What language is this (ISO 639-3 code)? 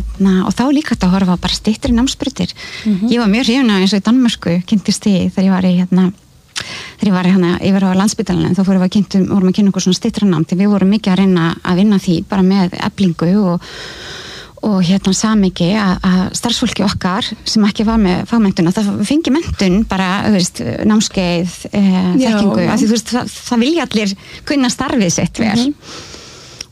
isl